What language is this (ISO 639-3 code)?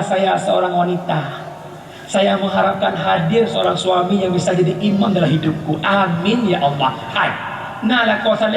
ace